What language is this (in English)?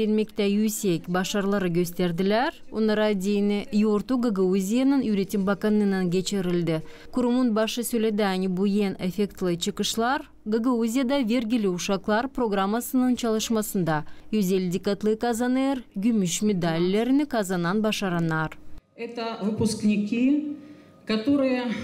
Gagauz